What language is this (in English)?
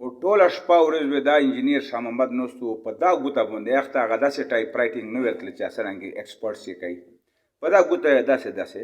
Pashto